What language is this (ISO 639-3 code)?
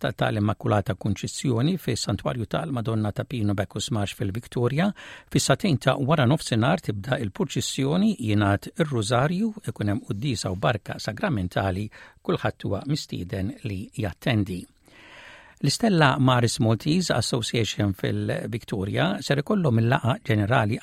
mlt